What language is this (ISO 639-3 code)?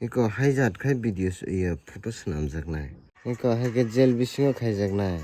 trp